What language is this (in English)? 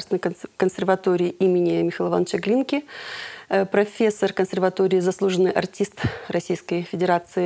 Russian